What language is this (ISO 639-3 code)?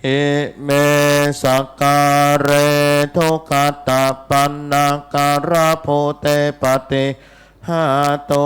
pli